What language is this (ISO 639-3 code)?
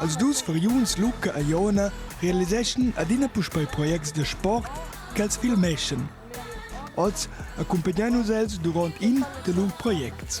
roh